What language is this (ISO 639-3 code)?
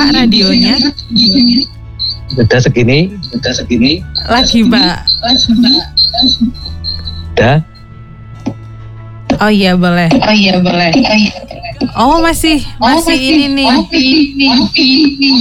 ind